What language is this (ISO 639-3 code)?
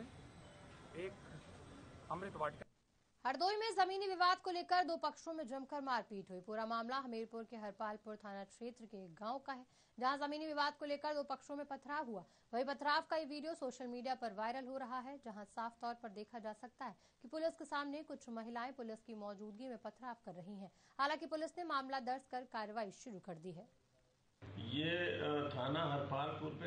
hin